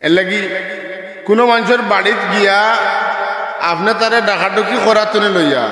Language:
Sylheti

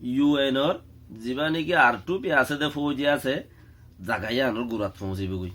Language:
Rohingya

